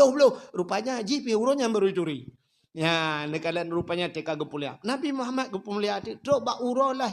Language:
Achinese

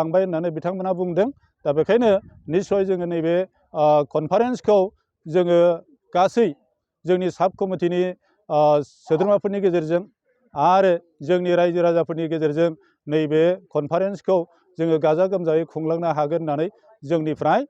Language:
Bodo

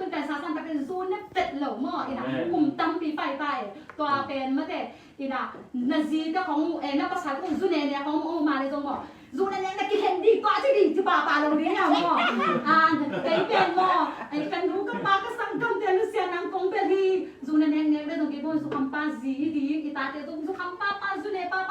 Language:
Tedim Chin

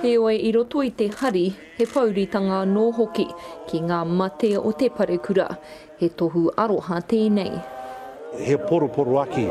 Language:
Māori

